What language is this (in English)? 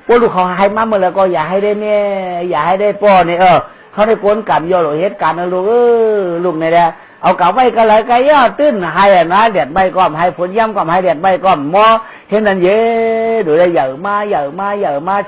Shan